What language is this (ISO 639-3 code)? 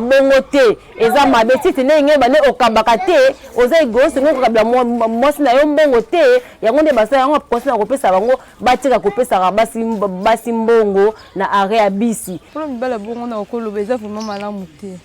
lin